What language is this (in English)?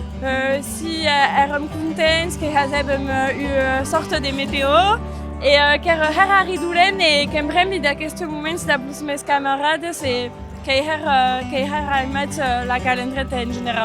Occitan